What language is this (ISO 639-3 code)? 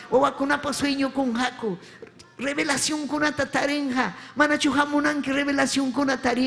quy